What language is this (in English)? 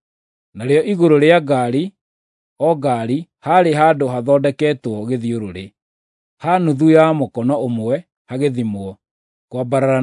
Kikuyu